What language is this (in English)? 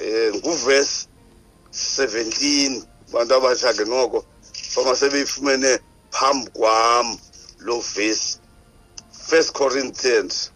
Xhosa